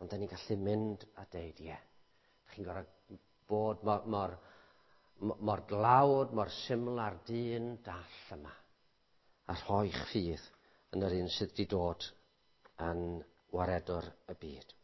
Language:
Welsh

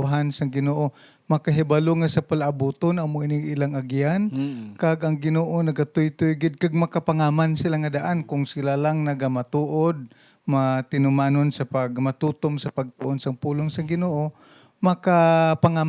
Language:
Hiligaynon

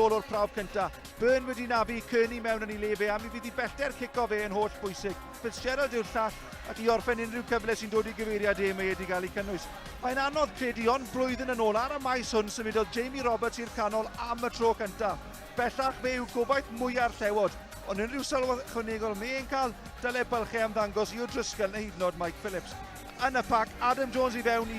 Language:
Welsh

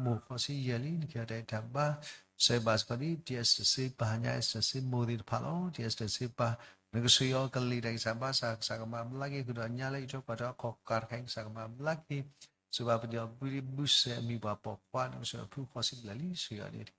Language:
S'gaw Karen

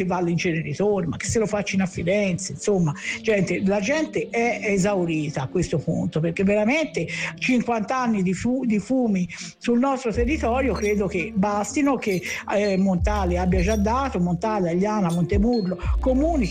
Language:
Italian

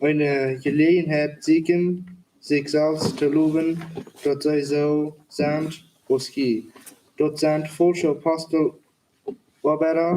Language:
Plautdietsch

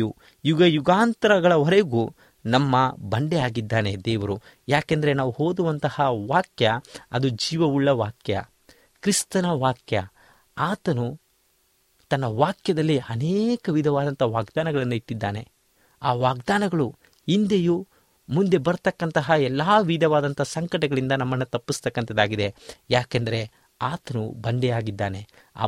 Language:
Kannada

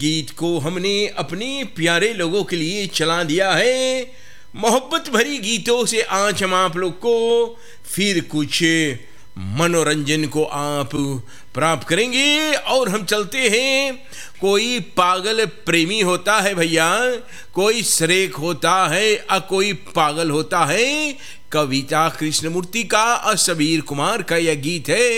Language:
Hindi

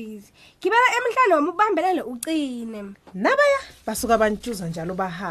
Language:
Swati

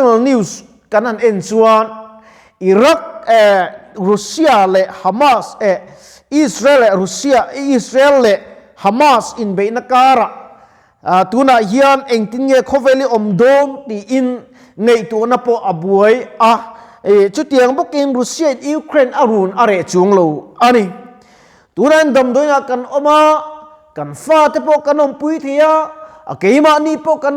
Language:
Mizo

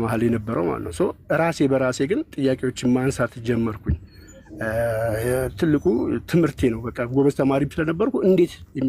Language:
Amharic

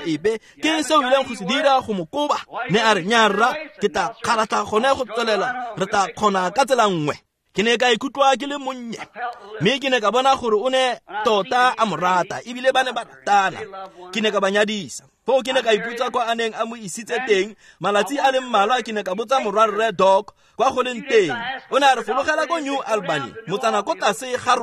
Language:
Tswana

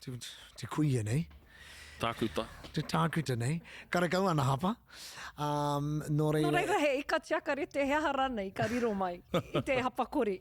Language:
Māori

